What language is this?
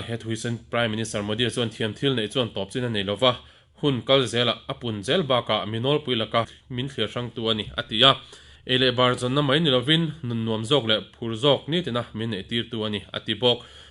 Mizo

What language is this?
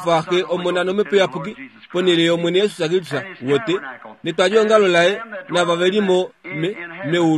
Kuanyama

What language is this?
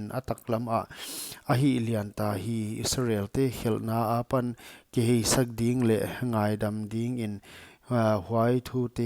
Paite Chin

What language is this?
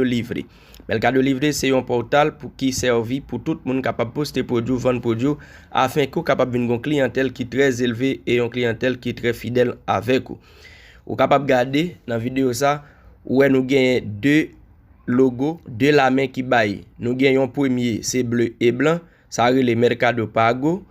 Haitian Creole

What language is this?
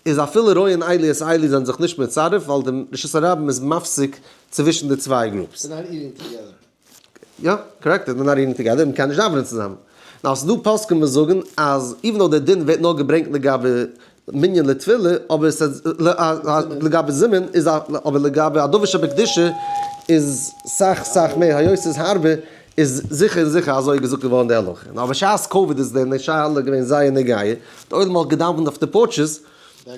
Yiddish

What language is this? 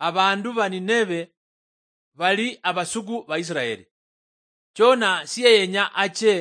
Luyia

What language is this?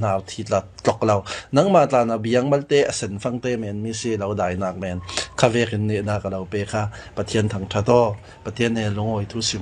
Falam Chin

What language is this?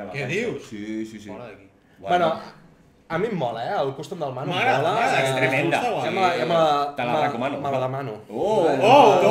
Catalan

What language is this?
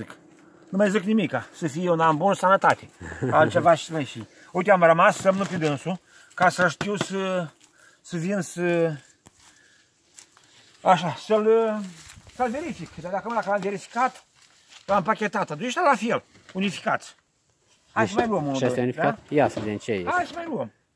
Romanian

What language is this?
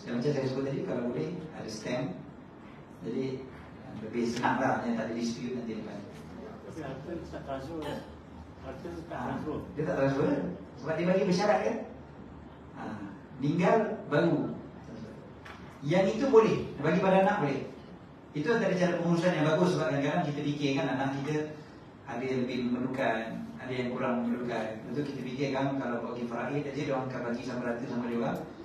Malay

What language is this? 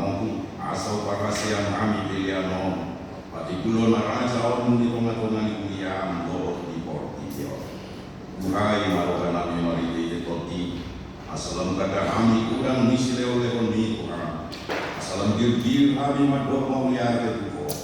Batak Toba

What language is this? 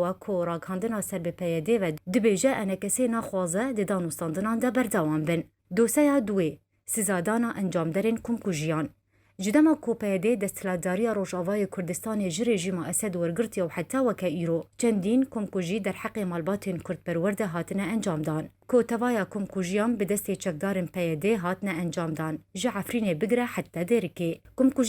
Kurdish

